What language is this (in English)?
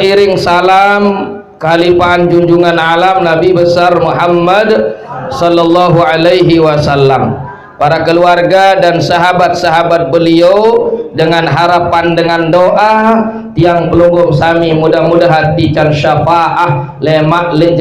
Sasak